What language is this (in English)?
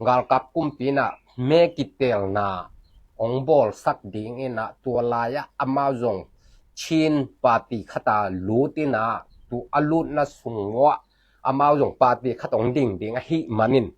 Tedim Chin